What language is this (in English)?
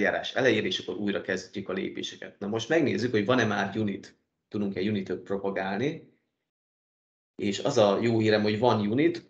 Hungarian